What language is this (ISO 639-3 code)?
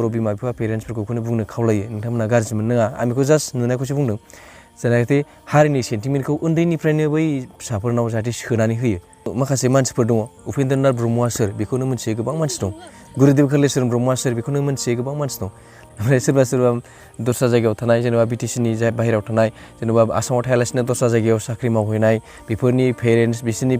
brx